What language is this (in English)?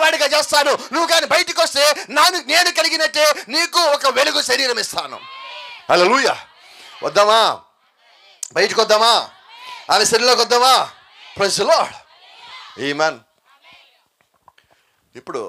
Telugu